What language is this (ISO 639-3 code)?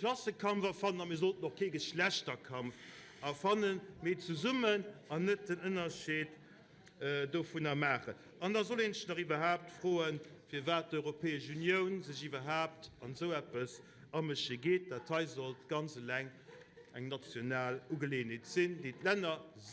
ltz